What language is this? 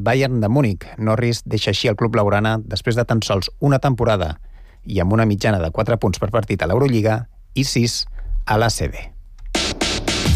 Catalan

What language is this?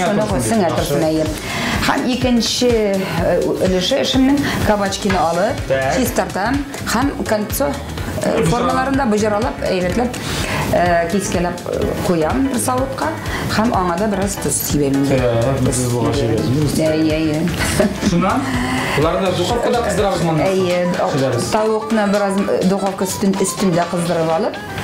Tatar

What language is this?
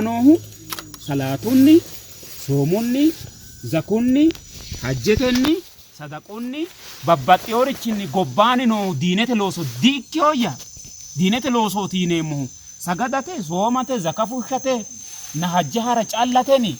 Sidamo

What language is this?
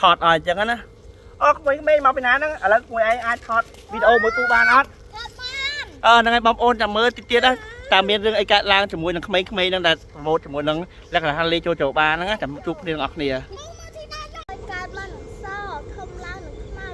Khmer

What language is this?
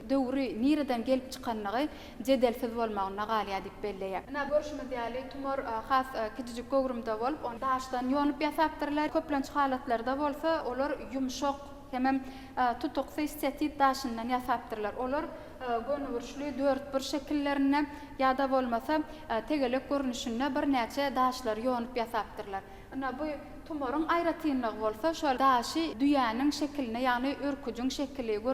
Turkmen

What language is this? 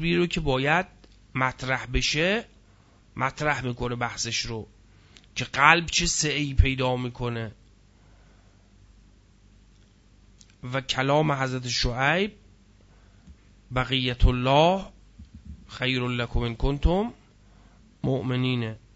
Persian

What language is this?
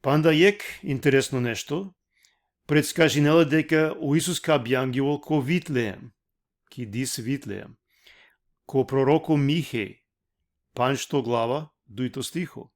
Balkan Romani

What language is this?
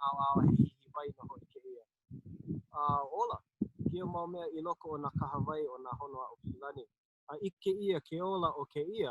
Hawaiian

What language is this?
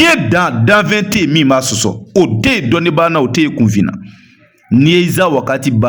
Bambara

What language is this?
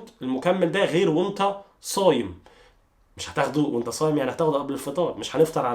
Egyptian Arabic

